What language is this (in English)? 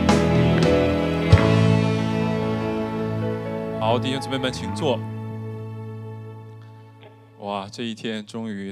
Chinese